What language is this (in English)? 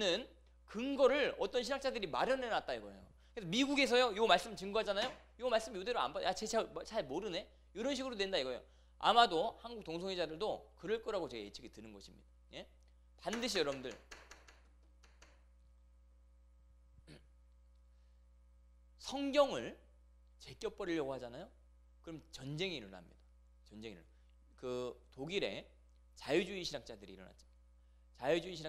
Korean